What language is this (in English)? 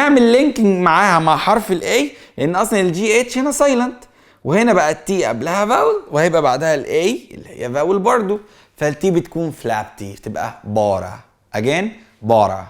Egyptian Arabic